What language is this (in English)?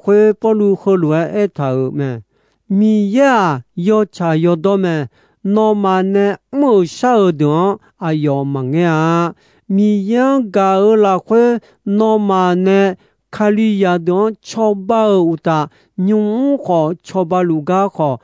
Akha